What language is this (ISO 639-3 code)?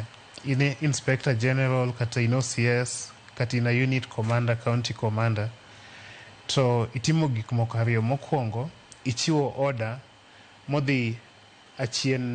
luo